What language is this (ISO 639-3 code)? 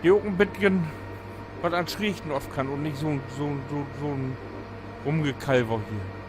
nds